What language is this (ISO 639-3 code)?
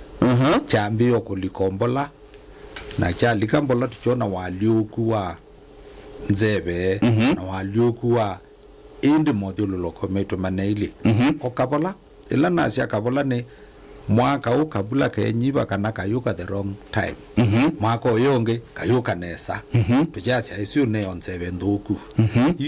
kam